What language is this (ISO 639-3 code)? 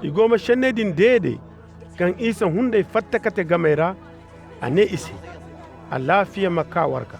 ses